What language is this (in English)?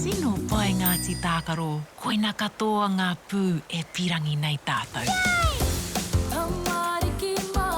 Māori